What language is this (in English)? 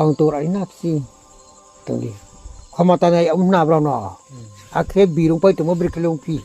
Riang (India)